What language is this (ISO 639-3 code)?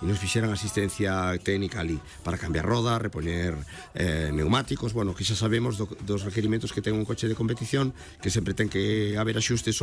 glg